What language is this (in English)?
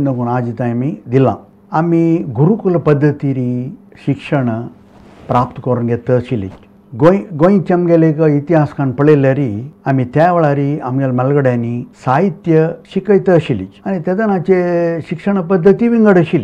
Konkani